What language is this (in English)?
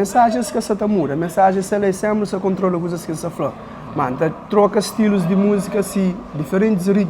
Kabuverdianu